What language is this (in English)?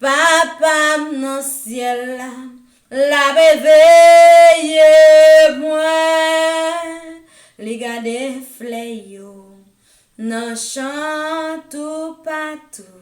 Haitian Creole